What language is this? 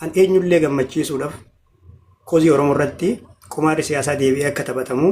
Oromo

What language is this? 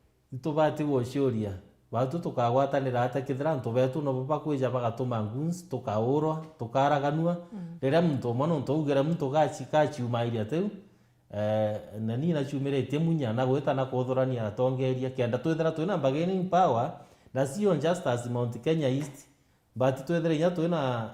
Meru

